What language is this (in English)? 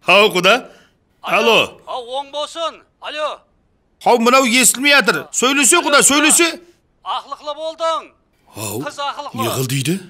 Kara-Kalpak